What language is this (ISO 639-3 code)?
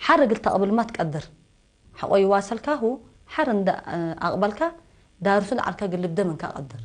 tig